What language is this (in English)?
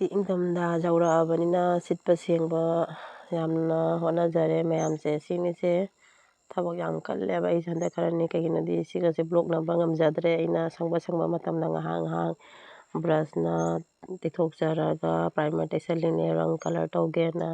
Manipuri